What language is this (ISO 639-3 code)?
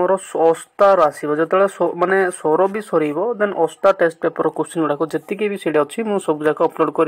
ori